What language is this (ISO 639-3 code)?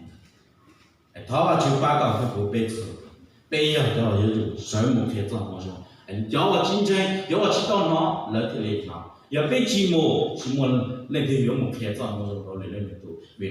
hmn